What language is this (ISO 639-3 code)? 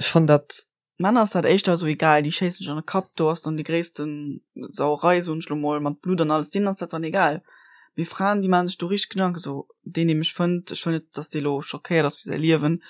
ltz